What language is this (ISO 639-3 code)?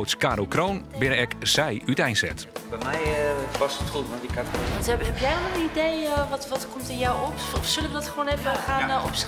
fry